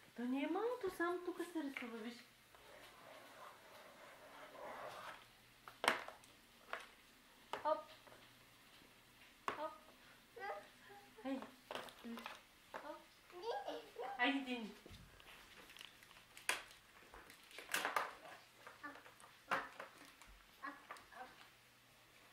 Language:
Bulgarian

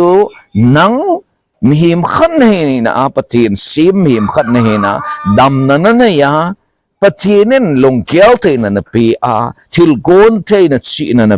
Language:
Thado Chin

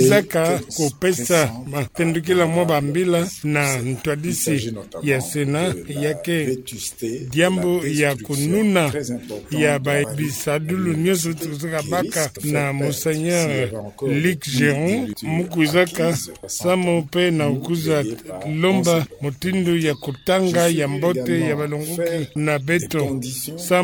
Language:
Kituba (Democratic Republic of Congo)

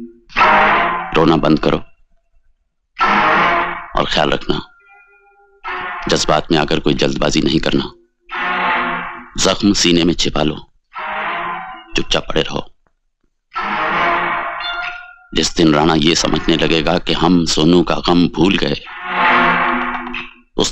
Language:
Hindi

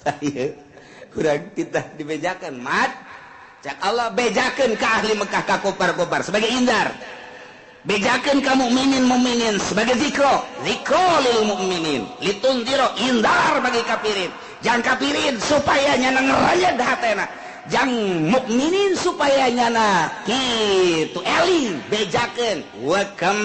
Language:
Sundanese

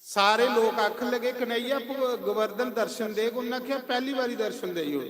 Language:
Dogri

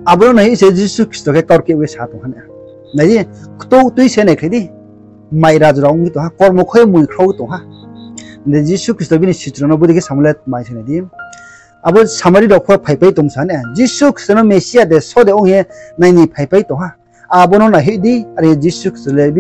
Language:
Riang (India)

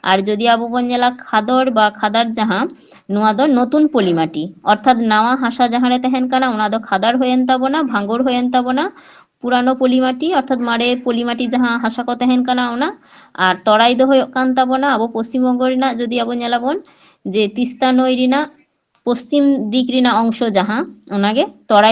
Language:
Santali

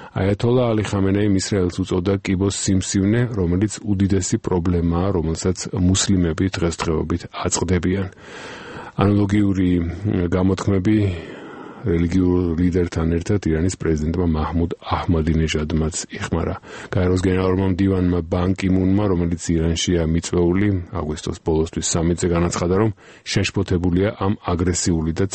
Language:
Georgian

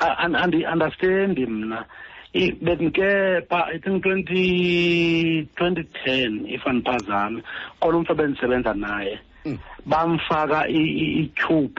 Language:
Xhosa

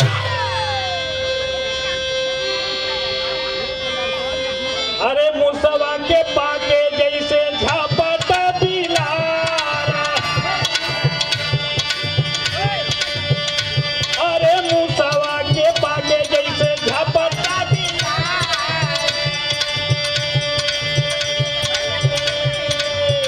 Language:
Bhojpuri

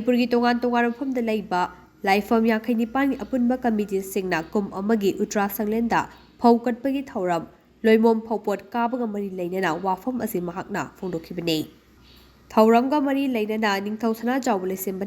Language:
Manipuri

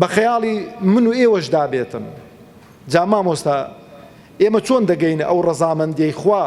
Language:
Central Kurdish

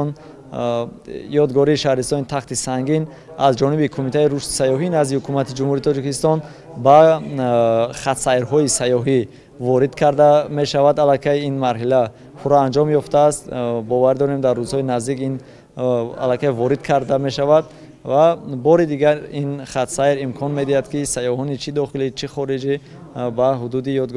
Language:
Tajik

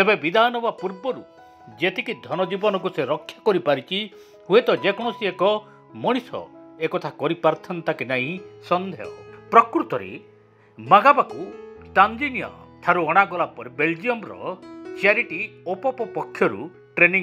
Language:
Odia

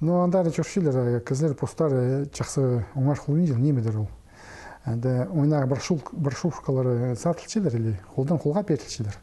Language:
Khakas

